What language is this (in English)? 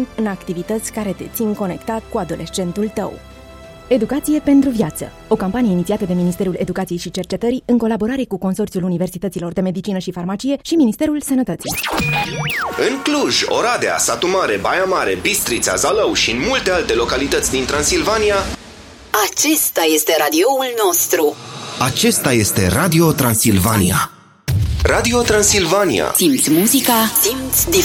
Romanian